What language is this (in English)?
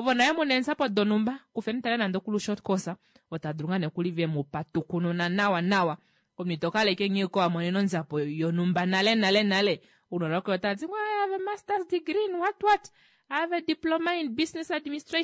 Kuanyama